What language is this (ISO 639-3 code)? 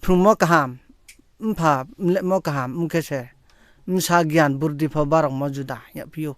ria